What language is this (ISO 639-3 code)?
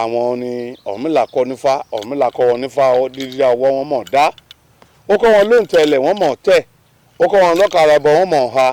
yor